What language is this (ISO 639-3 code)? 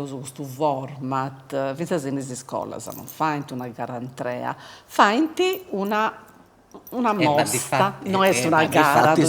srd